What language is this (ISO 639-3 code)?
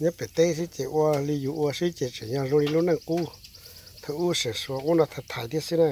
hmn